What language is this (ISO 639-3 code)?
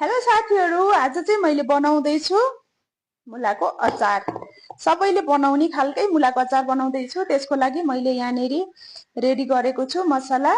nep